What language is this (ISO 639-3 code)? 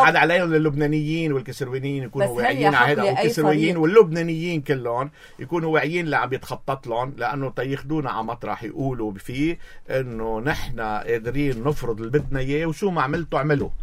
apc